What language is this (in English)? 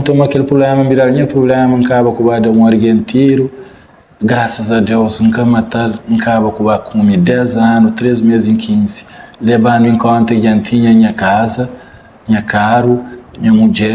Kabuverdianu